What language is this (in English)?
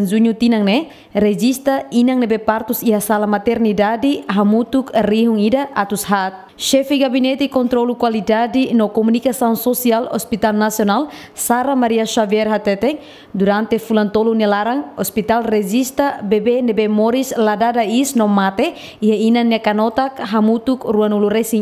Tetum